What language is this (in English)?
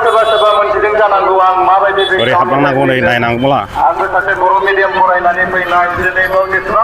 Bodo